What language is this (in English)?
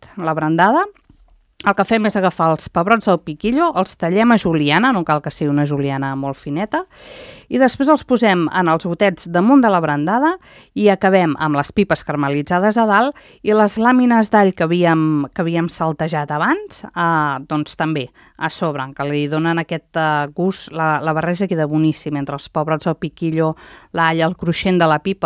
Catalan